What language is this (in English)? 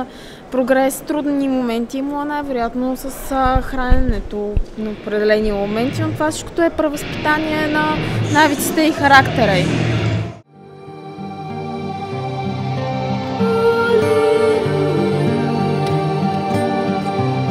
Bulgarian